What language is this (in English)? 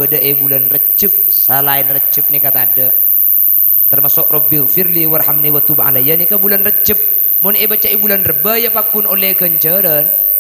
Madurese